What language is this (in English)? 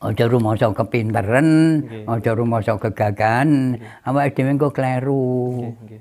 Javanese